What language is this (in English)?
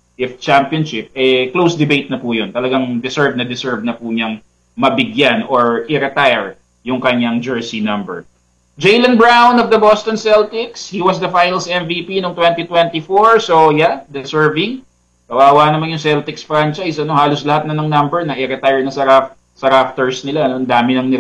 Filipino